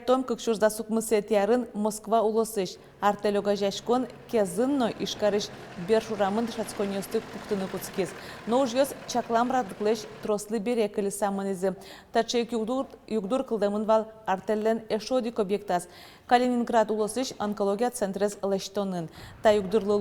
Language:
Udmurt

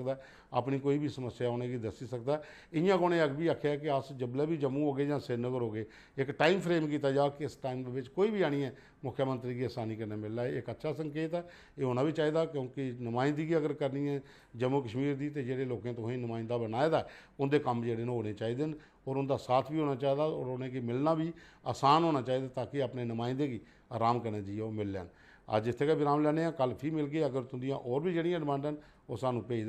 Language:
Dogri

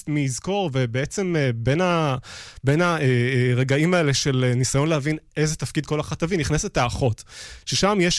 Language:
Hebrew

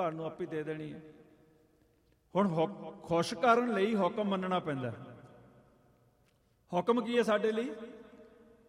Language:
Punjabi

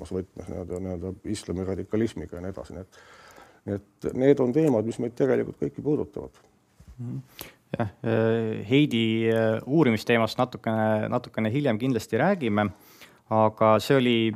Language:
Estonian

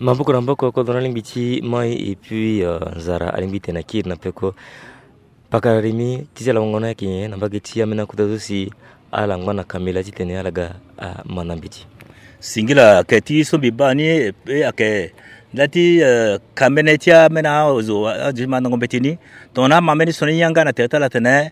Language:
Sango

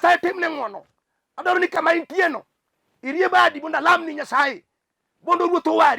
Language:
Luo (Kenya and Tanzania)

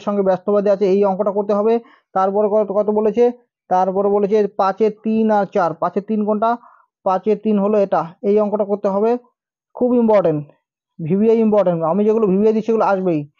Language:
Bangla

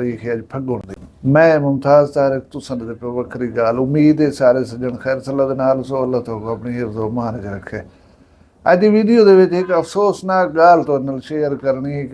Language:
Saraiki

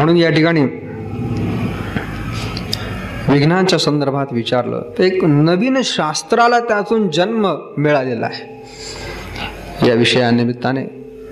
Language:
Marathi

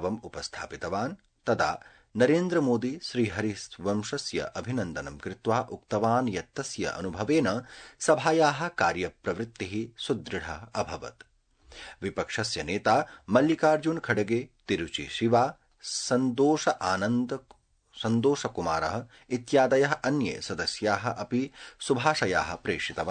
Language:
Sanskrit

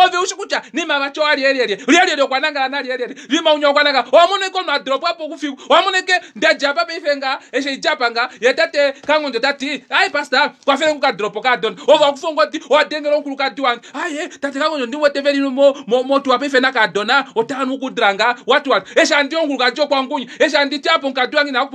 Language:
Kuanyama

